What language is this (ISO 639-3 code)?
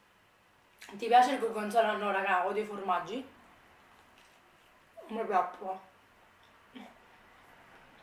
ita